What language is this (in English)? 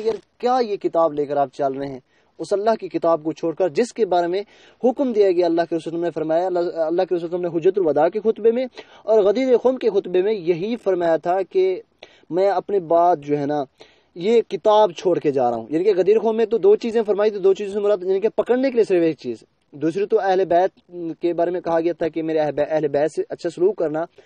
Urdu